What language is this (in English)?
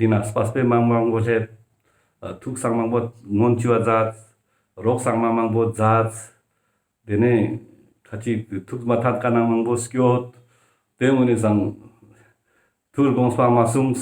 Ladakhi